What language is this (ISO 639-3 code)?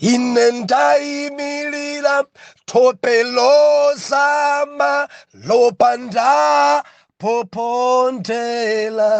nya